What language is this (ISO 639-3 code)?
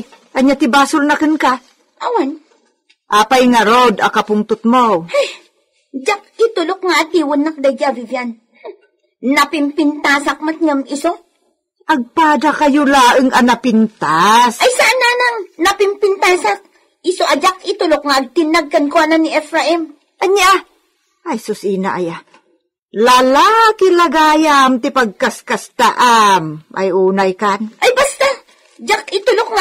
ilo